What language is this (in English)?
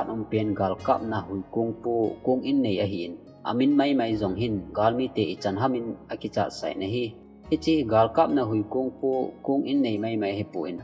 Thado Chin